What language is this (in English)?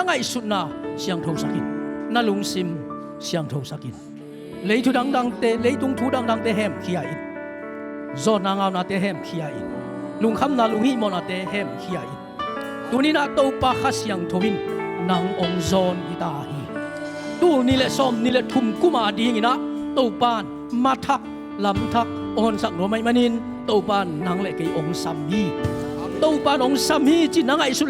Tedim Chin